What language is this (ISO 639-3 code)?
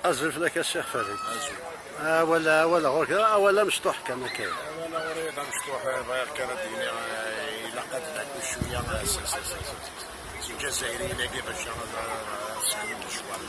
kab